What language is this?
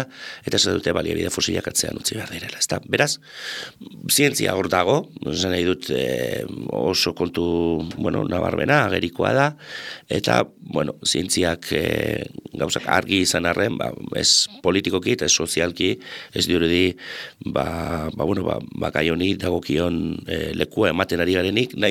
Basque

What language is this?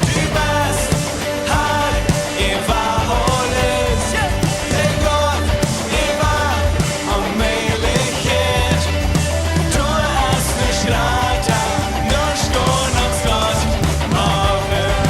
Plautdietsch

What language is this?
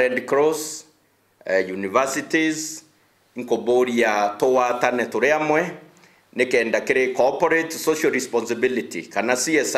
Meru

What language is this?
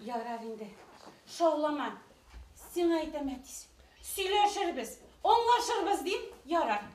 Bashkir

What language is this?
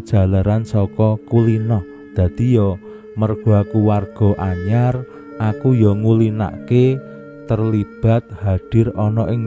Javanese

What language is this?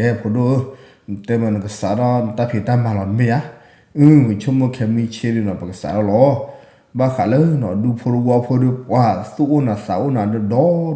S'gaw Karen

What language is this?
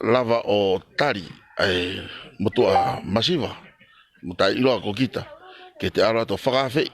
Tongan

